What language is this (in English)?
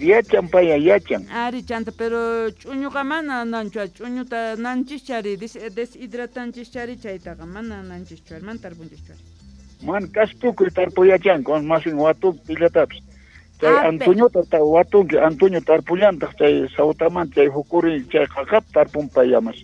South Bolivian Quechua